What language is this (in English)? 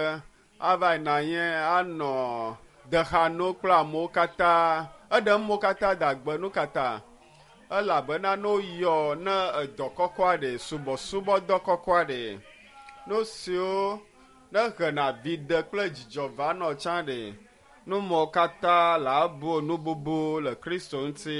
Ewe